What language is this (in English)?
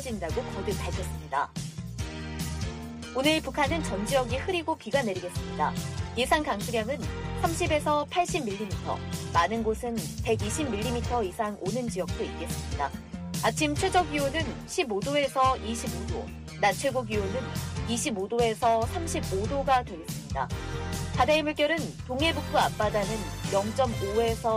Korean